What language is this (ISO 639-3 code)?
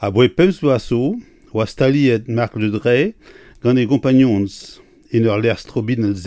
bre